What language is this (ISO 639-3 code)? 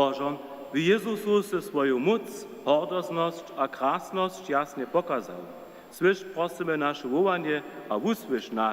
hsb